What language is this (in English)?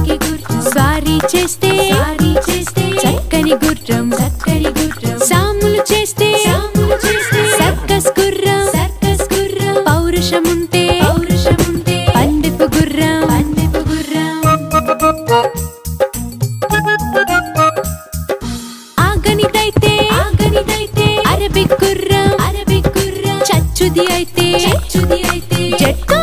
Telugu